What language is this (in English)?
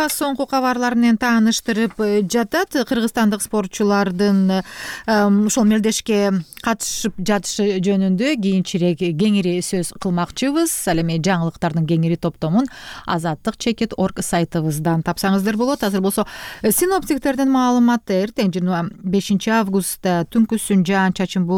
Kyrgyz